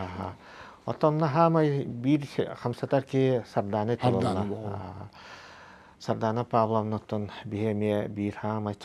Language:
Yakut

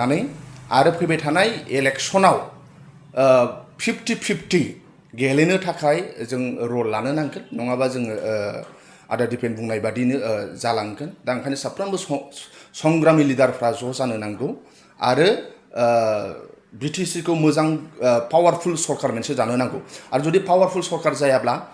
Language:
Bodo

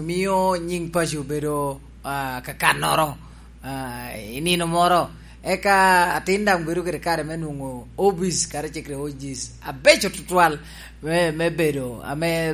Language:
Lango (Uganda)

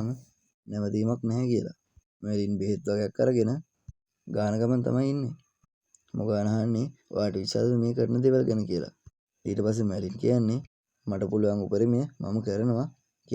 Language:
Sinhala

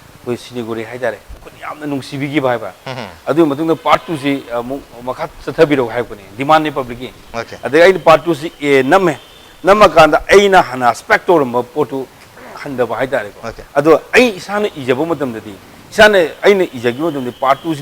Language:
Manipuri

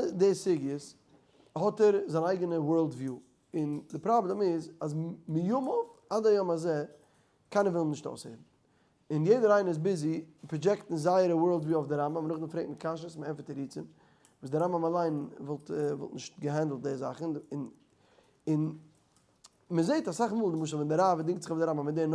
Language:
Yiddish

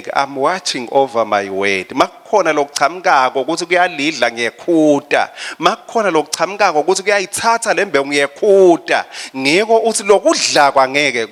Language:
Swati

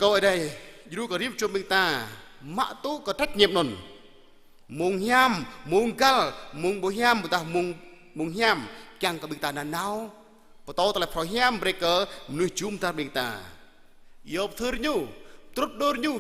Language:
Jarai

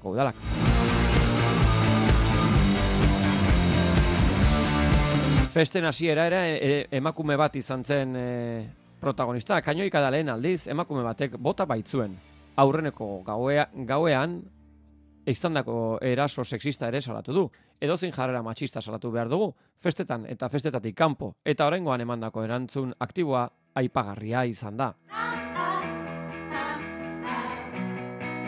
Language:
Basque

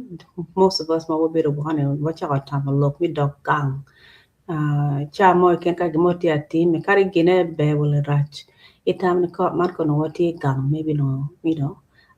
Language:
Acoli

